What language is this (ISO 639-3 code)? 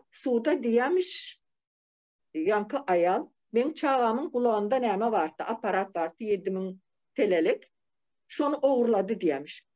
tuk